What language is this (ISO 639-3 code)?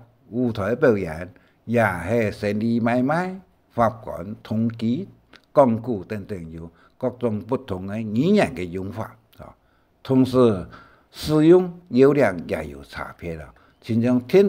hak